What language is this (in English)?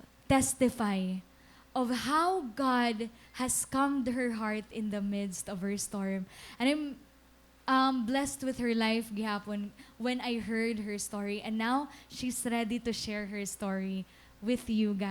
Waray